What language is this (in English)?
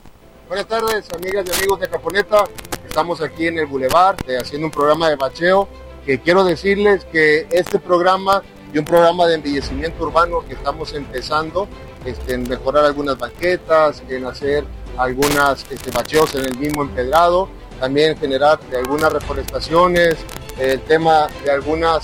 Spanish